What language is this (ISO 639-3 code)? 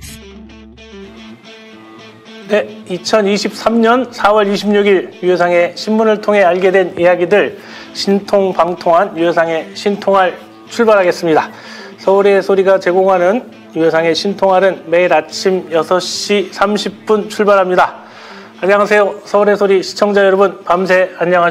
kor